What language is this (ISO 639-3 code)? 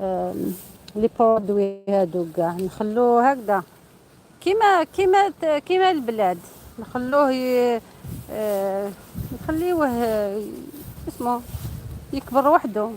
arq